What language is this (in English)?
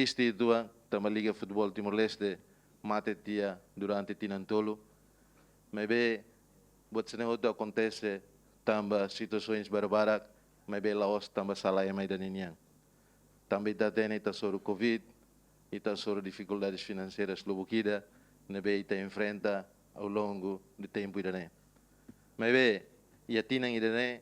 Tetum